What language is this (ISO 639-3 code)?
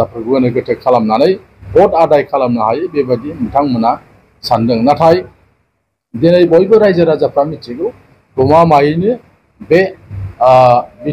brx